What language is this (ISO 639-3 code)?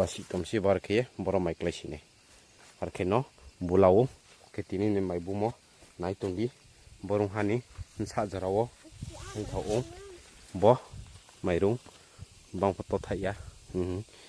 ria